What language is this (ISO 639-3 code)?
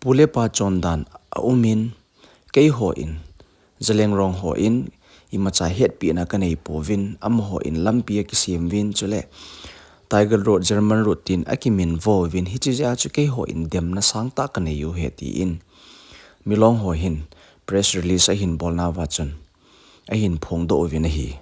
tcz